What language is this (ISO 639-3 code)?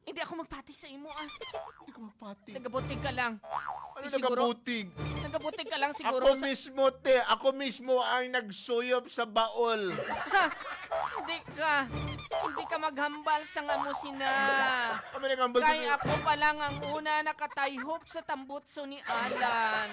hil